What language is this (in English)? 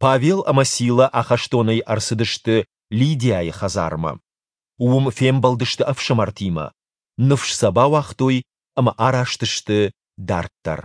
Ossetic